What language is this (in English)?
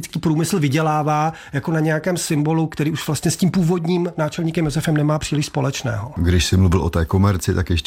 Czech